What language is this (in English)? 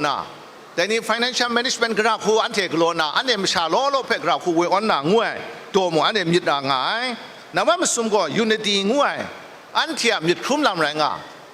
Kachin